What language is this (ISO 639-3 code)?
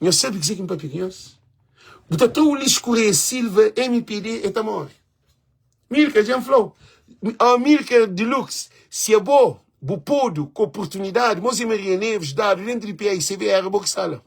kea